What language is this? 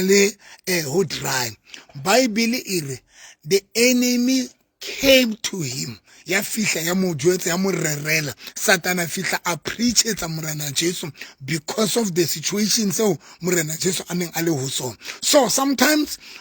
Southern Sotho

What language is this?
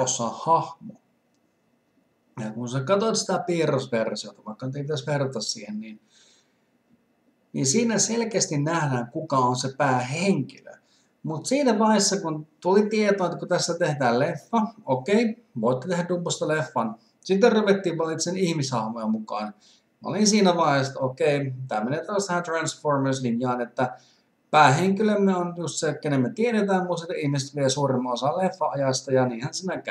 Finnish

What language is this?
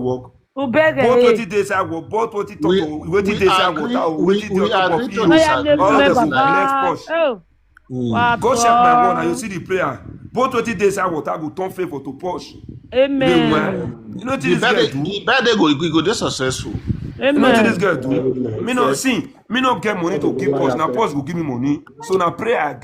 Nigerian Pidgin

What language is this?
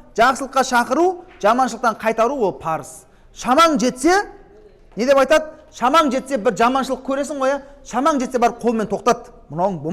Kazakh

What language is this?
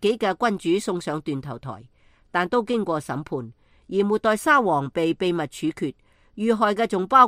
Cantonese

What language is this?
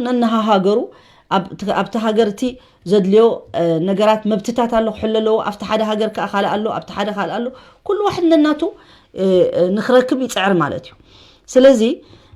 Tigrinya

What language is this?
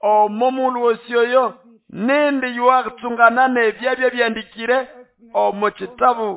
Nande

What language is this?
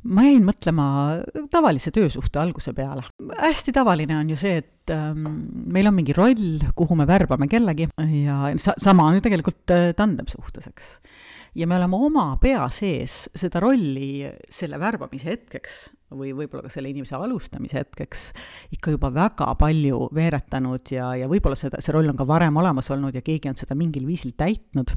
Estonian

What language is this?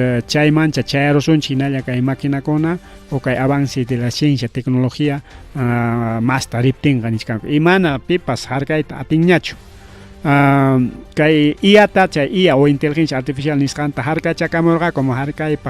Ayacucho Quechua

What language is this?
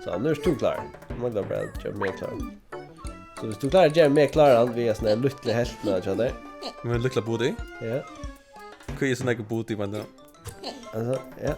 Faroese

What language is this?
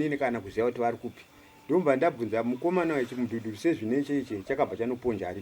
Shona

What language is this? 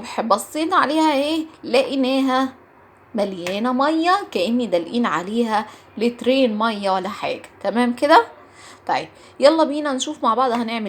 Egyptian Arabic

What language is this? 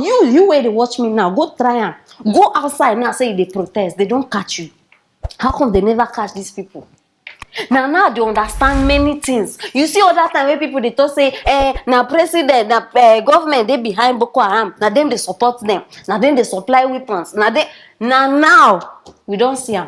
Nigerian Pidgin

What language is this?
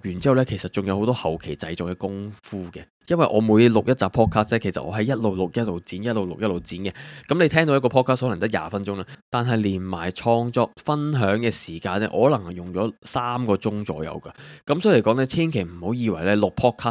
Cantonese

